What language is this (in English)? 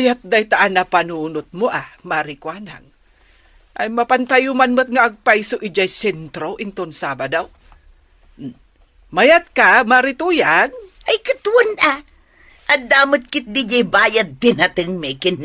Iloko